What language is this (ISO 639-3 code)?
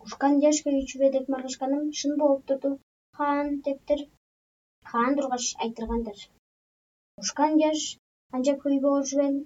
tyv